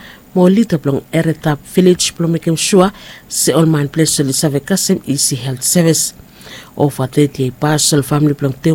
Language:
Bislama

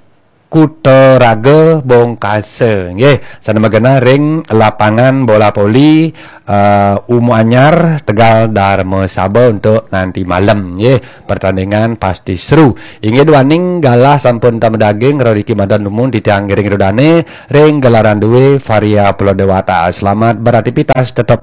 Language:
Balinese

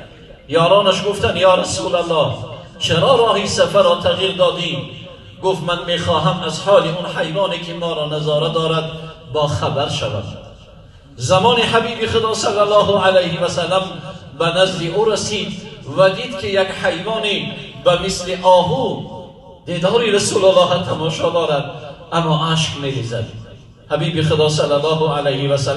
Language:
Tajik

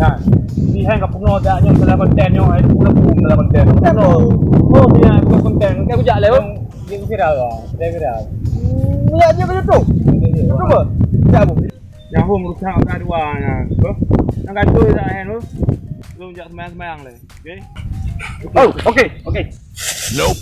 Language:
Achinese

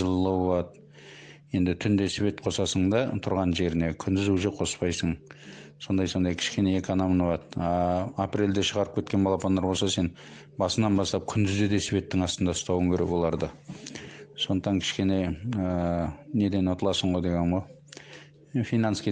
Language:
Kazakh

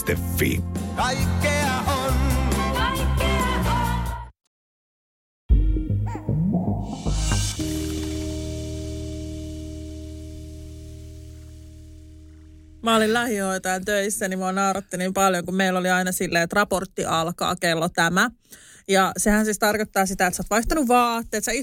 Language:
Finnish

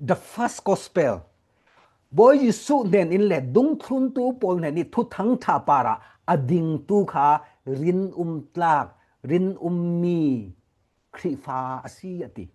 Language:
Falam Chin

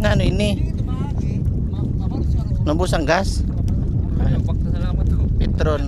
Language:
Waray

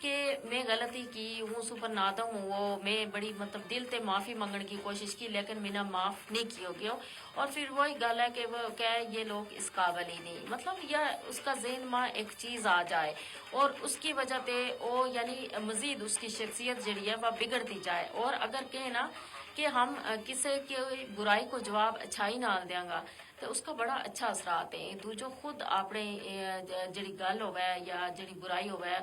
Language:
Gujari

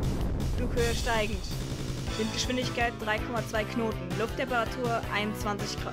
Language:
German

